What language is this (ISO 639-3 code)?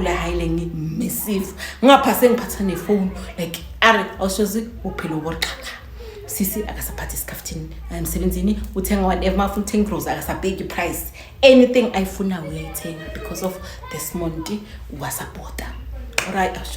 zul